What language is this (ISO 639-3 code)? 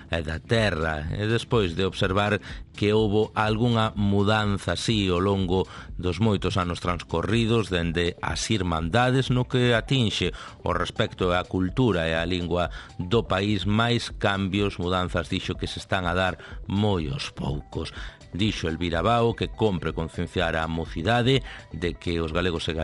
glg